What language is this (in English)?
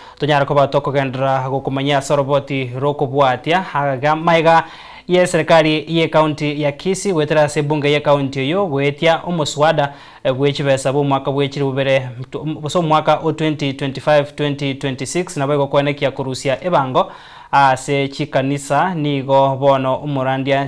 Gusii